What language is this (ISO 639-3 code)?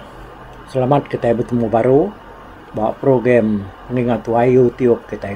iba